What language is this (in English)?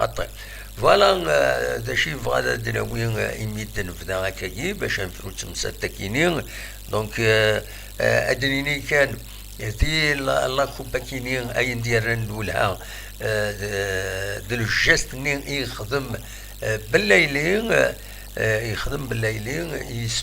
Kabyle